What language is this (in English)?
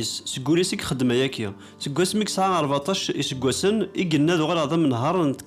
Kabyle